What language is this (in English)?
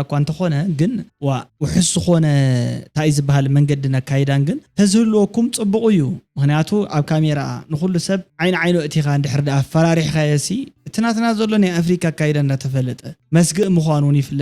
Tigrinya